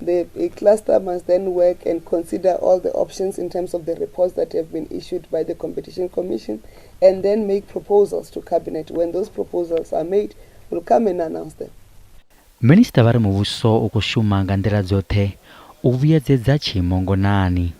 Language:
Venda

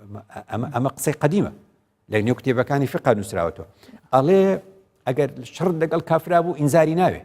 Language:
Central Kurdish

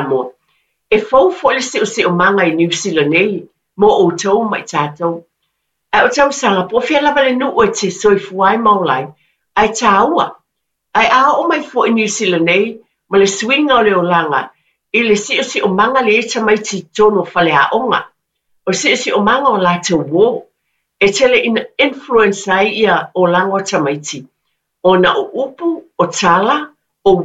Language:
Samoan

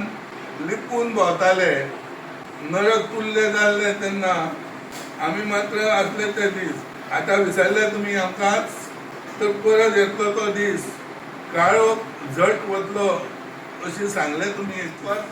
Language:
Konkani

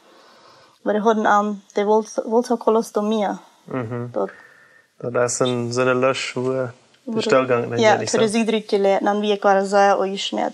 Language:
Plautdietsch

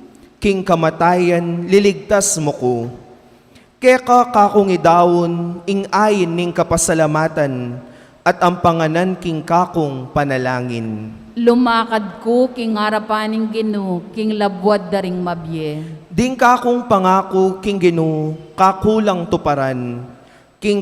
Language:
Pampanga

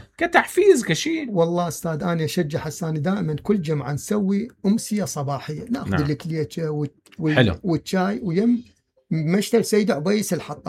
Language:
Mesopotamian Arabic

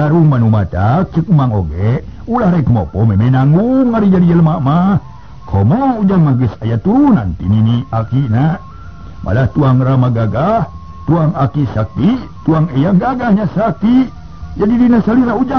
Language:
Sundanese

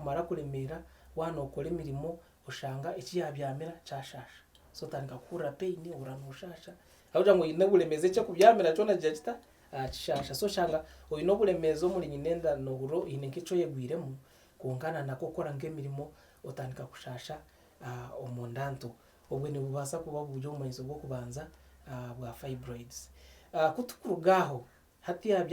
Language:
Nyankole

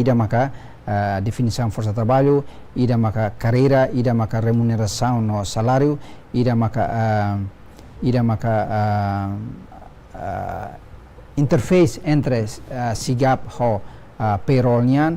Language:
Tetum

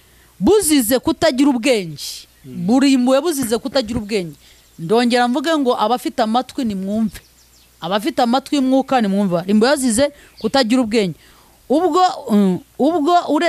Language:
Kinyarwanda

